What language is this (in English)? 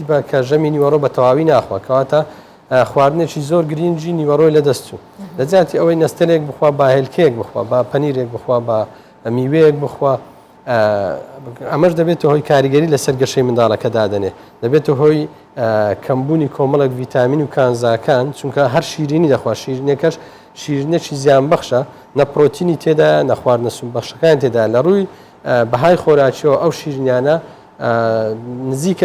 Central Kurdish